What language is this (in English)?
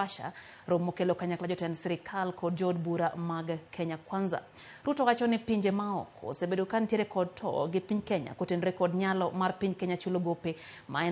Luo (Kenya and Tanzania)